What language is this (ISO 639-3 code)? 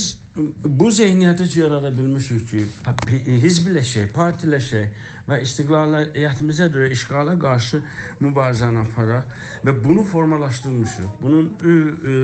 azb